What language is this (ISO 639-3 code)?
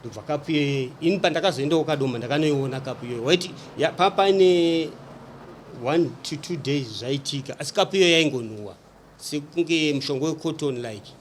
sna